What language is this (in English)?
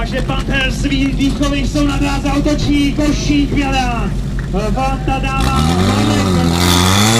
Czech